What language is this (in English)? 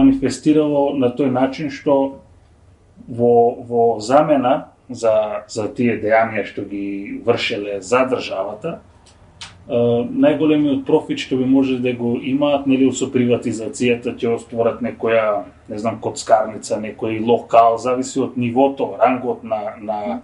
Macedonian